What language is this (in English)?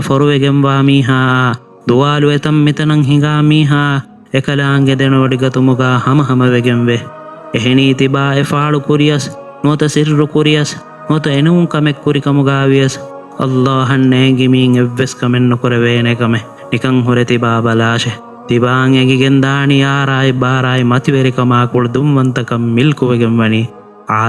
Divehi